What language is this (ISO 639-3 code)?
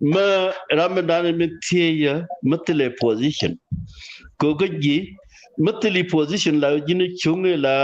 nus